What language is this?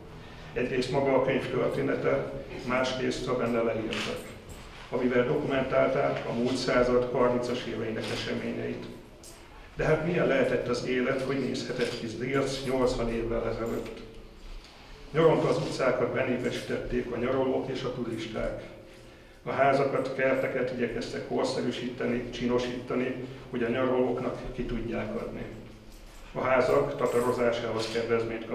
Hungarian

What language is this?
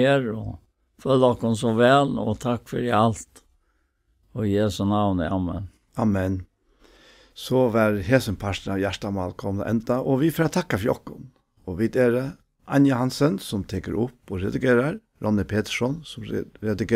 Faroese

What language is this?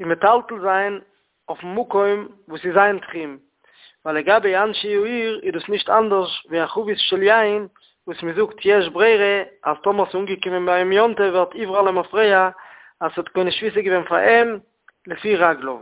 Yiddish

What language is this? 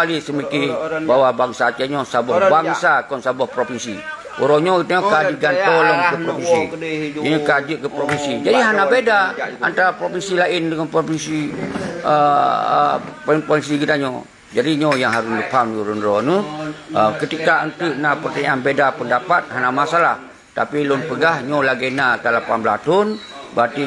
Achinese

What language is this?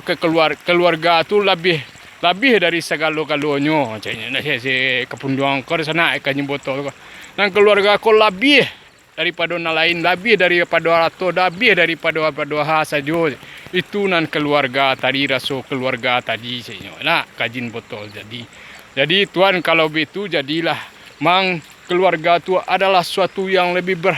Minangkabau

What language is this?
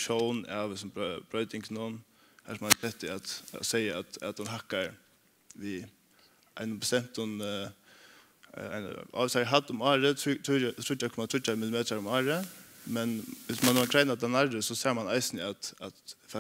Faroese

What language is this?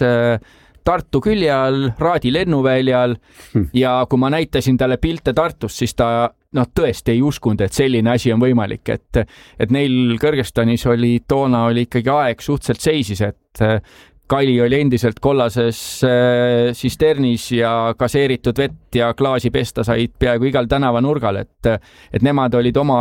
Estonian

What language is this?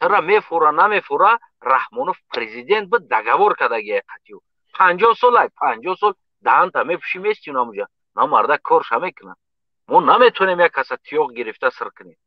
Tajik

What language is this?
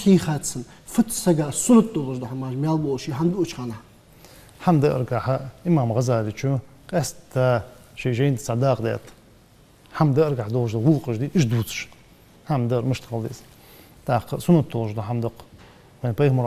Ingush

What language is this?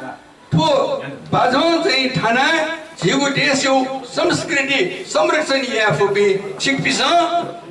Newari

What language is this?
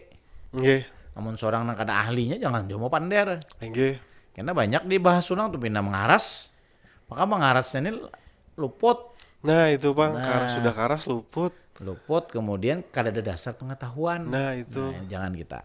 Banjar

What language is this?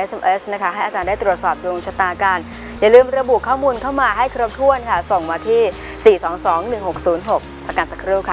Thai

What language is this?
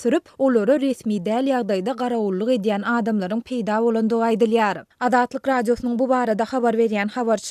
Turkmen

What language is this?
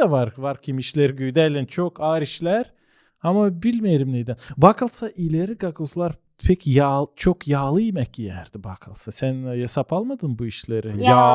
Gagauz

